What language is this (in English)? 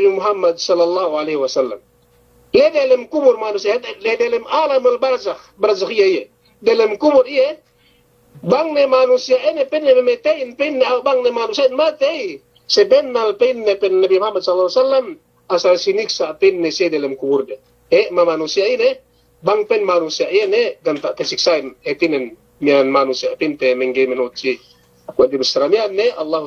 Yakan